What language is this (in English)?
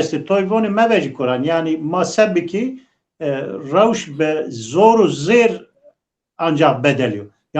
Zaza